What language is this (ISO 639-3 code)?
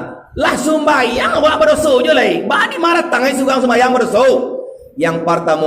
min